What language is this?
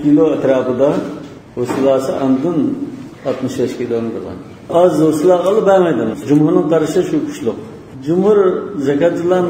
Uyghur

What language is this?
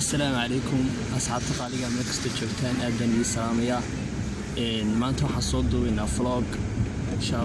Somali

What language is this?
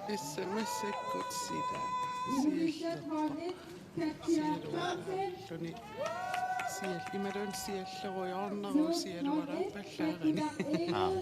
Kalaallisut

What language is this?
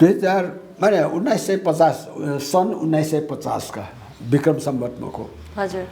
Newari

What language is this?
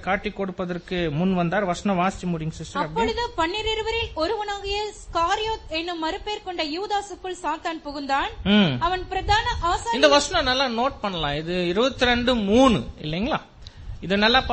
Tamil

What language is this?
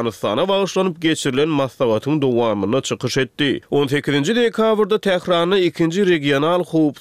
Turkmen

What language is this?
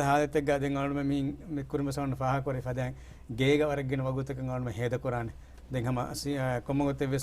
Divehi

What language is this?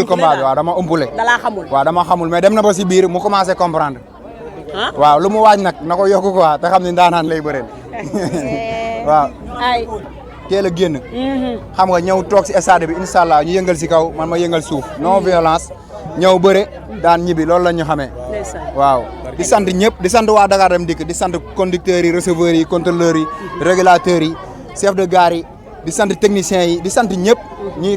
Wolof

